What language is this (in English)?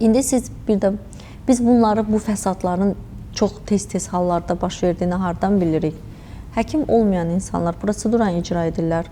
Azerbaijani